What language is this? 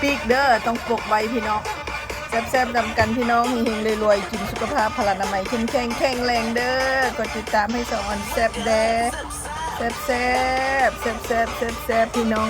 Northeastern Thai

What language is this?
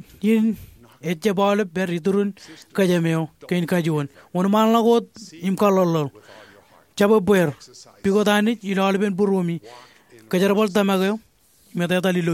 Marshallese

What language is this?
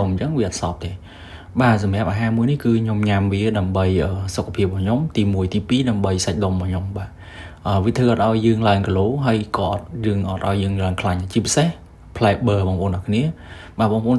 Khmer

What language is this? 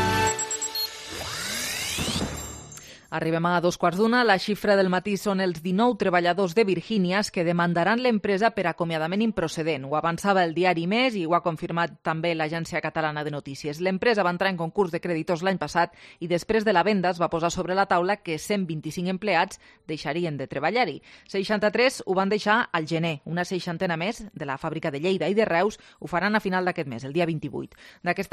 Catalan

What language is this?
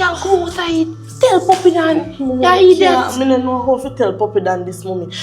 Jamaican Creole English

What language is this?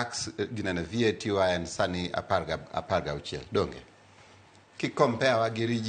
Luo (Kenya and Tanzania)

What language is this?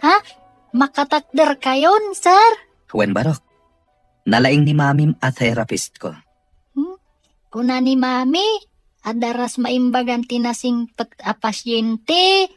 Iloko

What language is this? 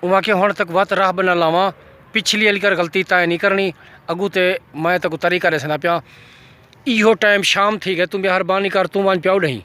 Saraiki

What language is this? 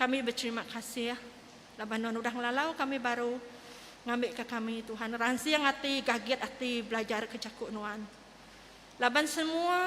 Iban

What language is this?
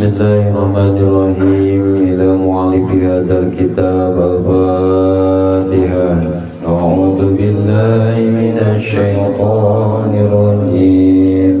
Sundanese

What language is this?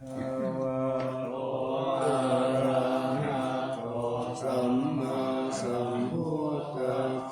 Pali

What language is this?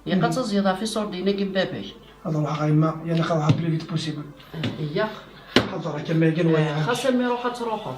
Kabyle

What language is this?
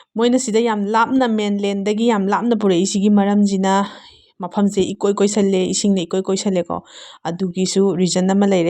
Manipuri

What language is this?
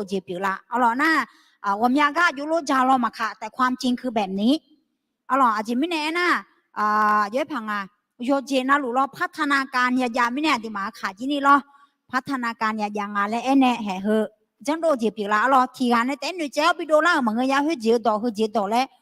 Akha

